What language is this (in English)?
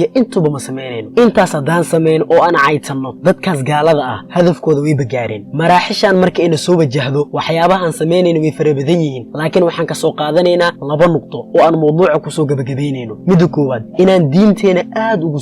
Somali